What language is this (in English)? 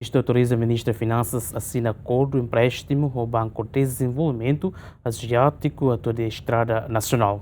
Tetum